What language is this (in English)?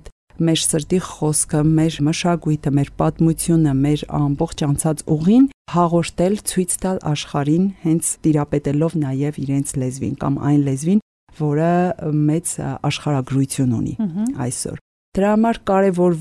Armenian